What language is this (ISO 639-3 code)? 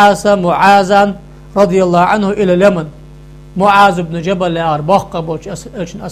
inh